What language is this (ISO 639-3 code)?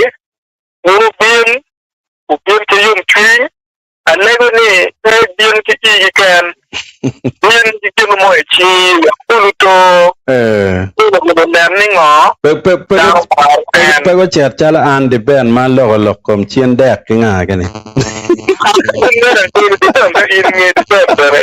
ach